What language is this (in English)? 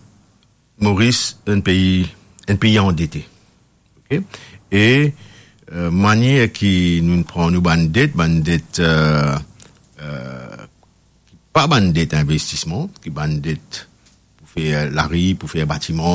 Morisyen